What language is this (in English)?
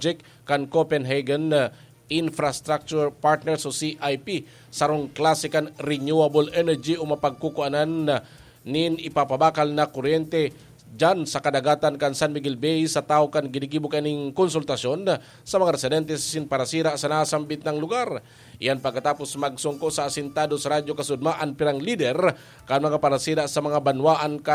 Bikol